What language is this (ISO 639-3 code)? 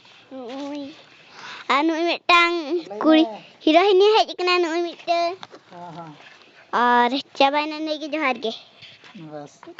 sat